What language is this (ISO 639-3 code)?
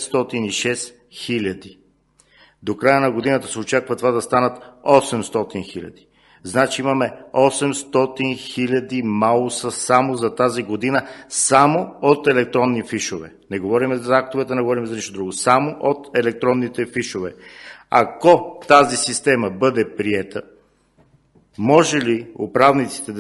bul